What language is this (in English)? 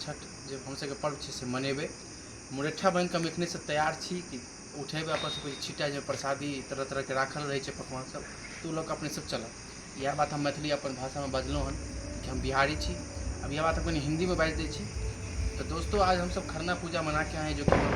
Maithili